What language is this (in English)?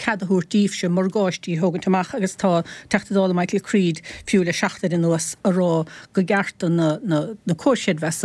Irish